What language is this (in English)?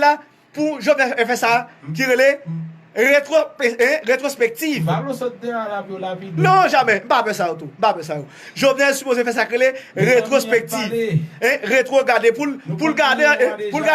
Haitian Creole